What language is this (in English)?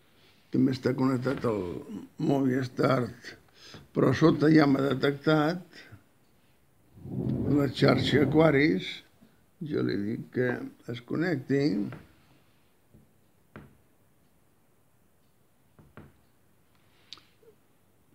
Catalan